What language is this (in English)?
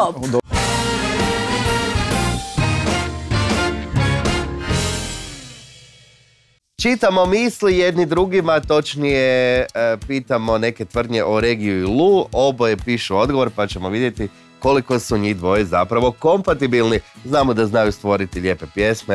Croatian